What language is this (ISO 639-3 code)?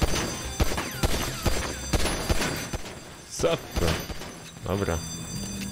pol